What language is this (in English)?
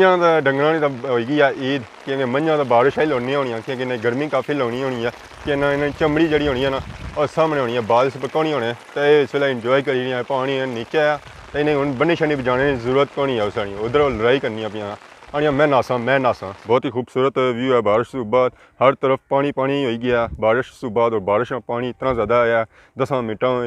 Pahari-Potwari